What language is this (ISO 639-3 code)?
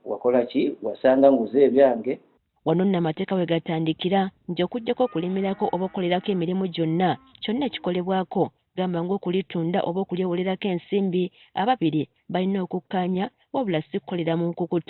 lug